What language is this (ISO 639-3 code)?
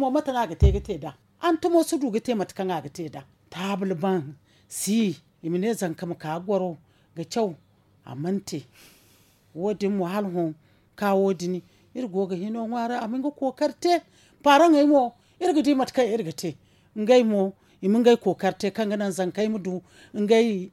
dje